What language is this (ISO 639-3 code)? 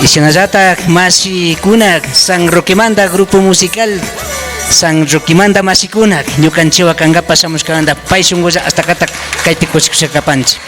qvi